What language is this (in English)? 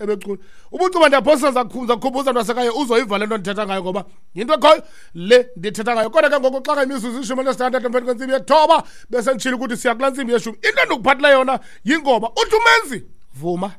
Xhosa